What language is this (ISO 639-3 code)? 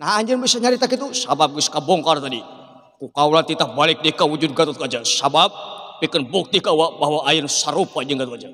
sun